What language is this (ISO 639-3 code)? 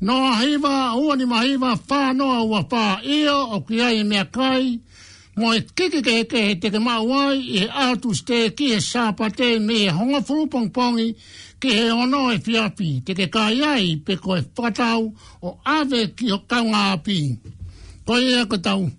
ton